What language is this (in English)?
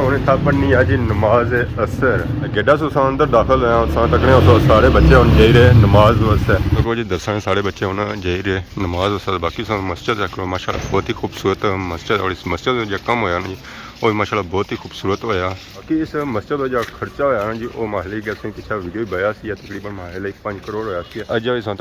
Pahari-Potwari